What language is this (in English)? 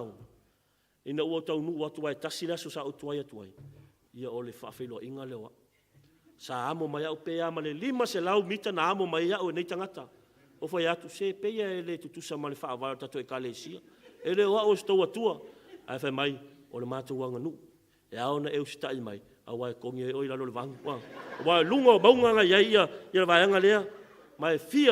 Samoan